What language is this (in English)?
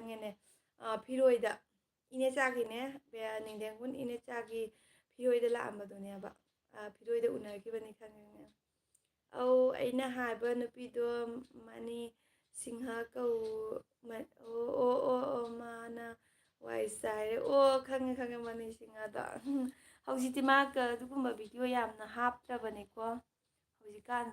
Manipuri